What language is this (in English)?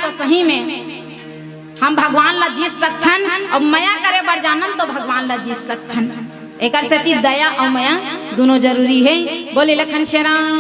Chhattisgarhi